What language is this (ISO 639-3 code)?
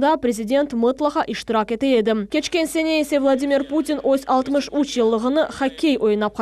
crh